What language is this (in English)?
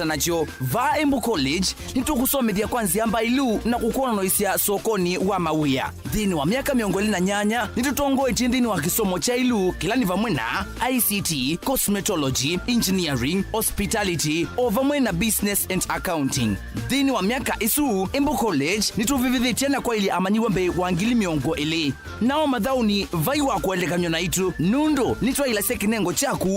Kamba